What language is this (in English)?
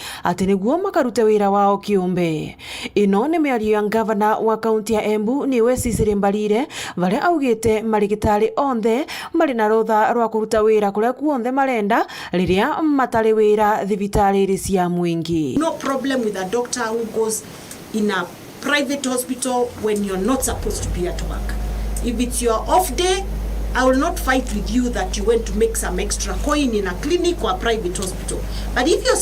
Meru